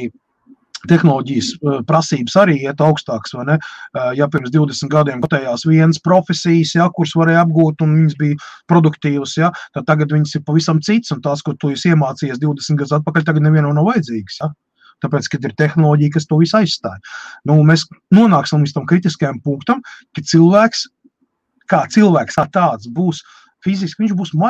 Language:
Latvian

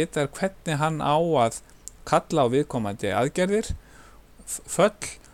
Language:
Icelandic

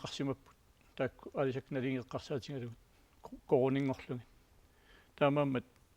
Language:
Kalaallisut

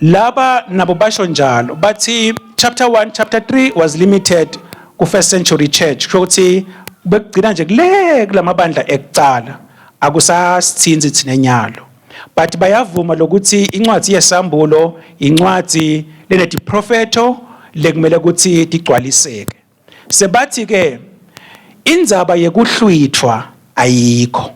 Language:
Swati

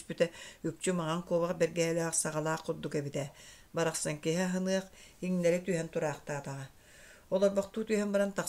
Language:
Yakut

